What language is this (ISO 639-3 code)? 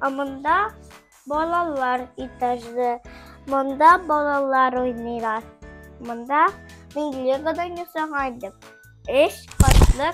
tat